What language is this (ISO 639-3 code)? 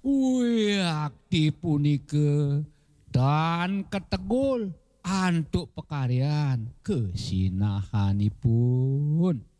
ban